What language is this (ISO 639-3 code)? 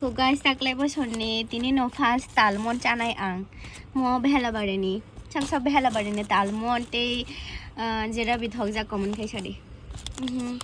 trp